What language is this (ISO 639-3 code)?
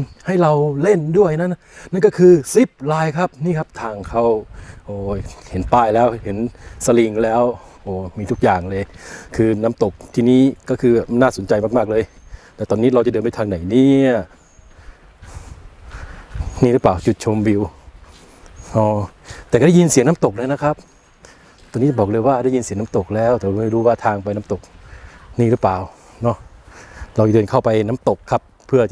tha